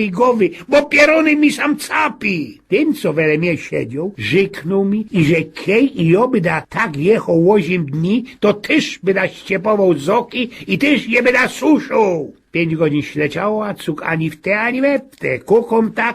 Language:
Silesian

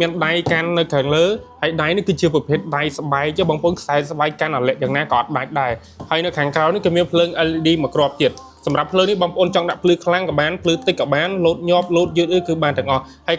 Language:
Khmer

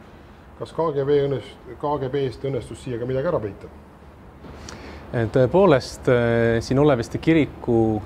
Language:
Estonian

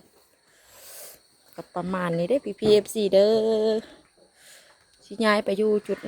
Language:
Lao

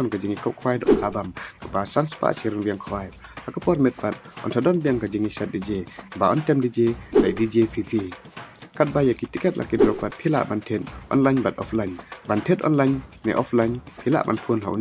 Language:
Khasi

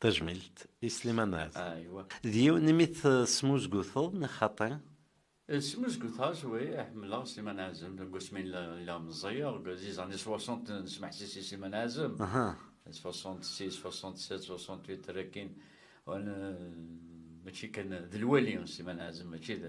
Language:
Kabyle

